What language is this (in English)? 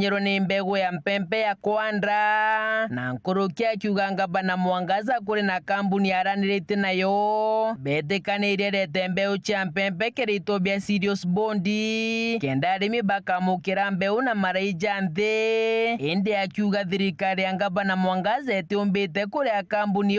Meru